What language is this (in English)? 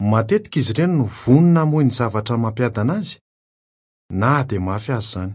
Malagasy